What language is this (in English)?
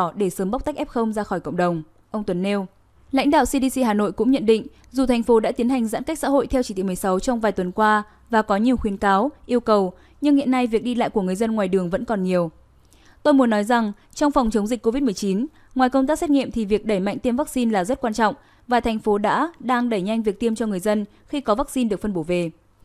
Vietnamese